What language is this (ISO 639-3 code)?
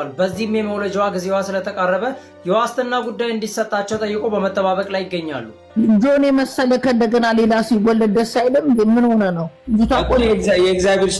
amh